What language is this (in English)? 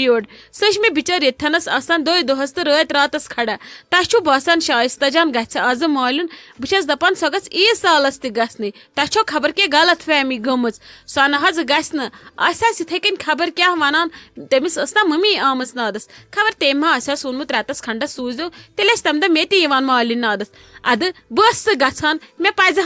Kashmiri